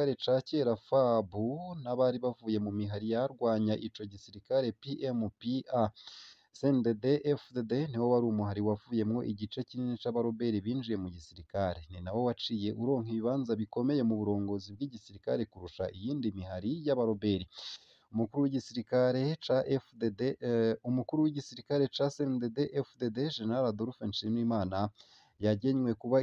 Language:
Rundi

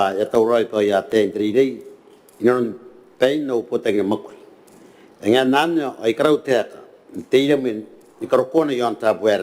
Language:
Gilbertese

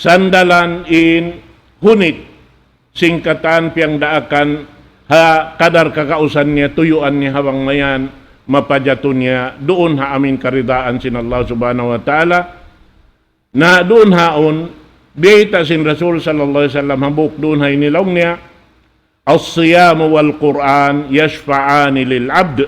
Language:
Tausug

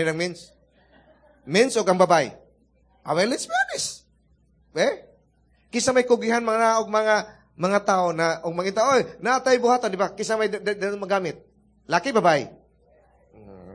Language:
Cebuano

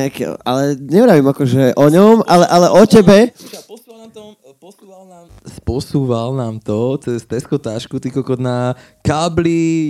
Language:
Slovak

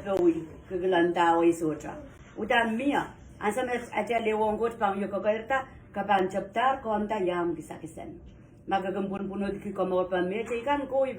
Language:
Pohnpeian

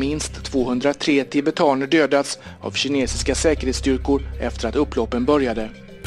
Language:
Swedish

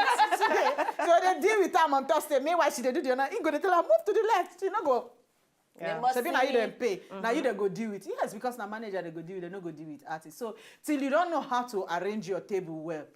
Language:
Nigerian Pidgin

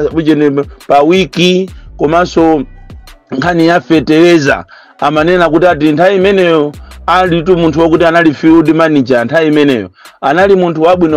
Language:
Nyanja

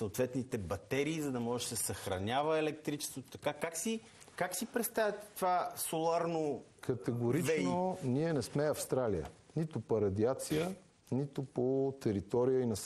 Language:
Bulgarian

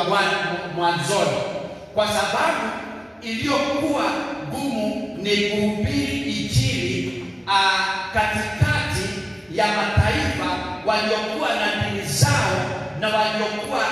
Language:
Swahili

